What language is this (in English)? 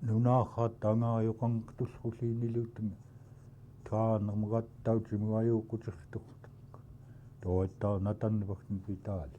Central Yupik